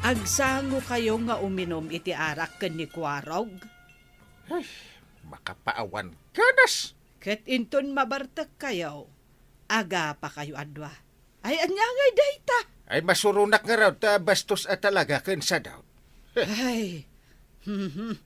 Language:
Iloko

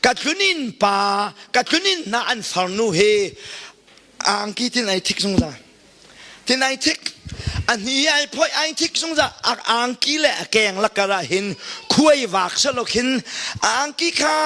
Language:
Hakha Chin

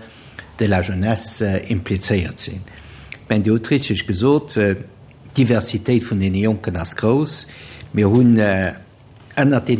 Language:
Luxembourgish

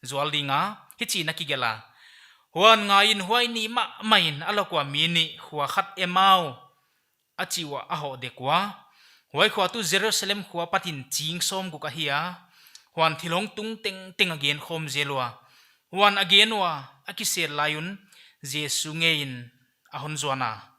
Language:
Paite Chin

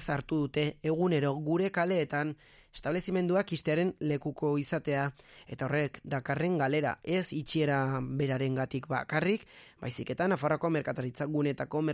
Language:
Basque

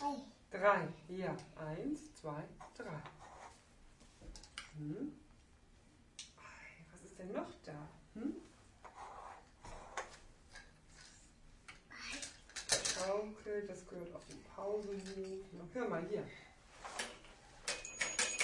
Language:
German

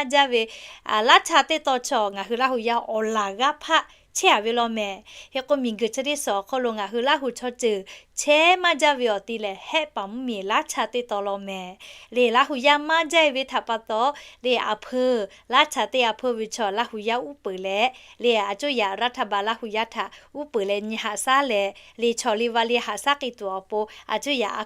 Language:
Lahu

